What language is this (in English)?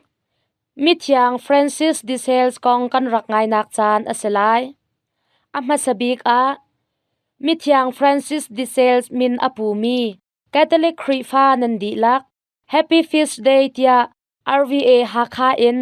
Hakha Chin